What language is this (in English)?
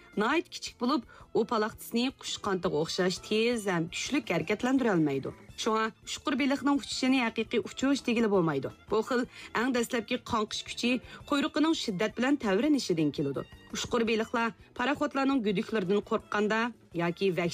Uyghur